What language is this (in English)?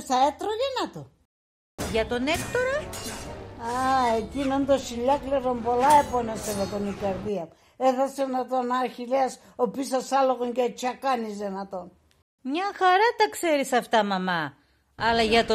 Pontic